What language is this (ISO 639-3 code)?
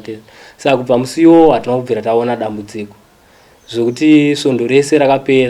sna